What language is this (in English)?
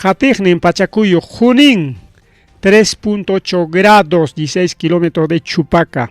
Ayacucho Quechua